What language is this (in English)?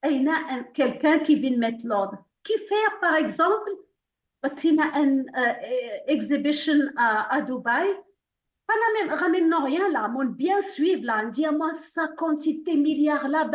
Morisyen